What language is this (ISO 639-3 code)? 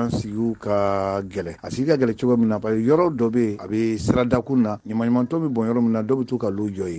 bam